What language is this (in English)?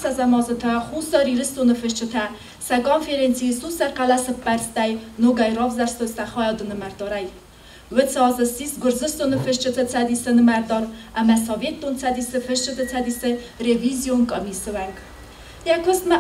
Ossetic